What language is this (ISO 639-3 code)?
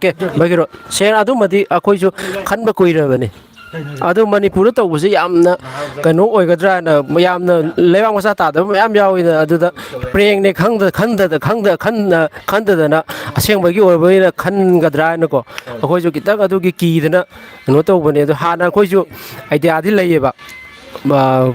mni